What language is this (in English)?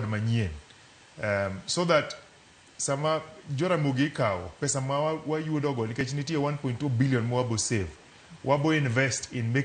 Luo (Kenya and Tanzania)